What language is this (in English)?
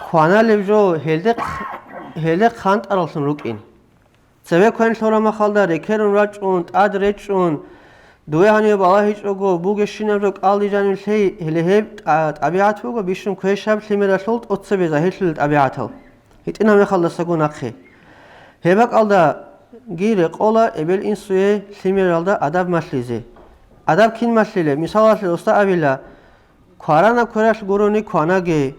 Avaric